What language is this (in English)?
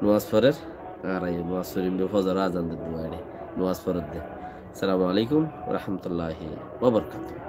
Rohingya